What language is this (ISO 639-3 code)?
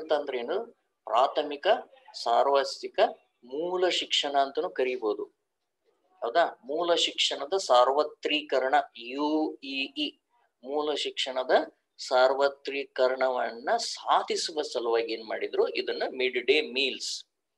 kan